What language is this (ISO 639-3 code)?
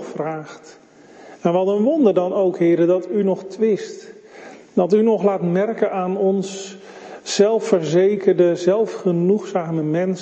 nld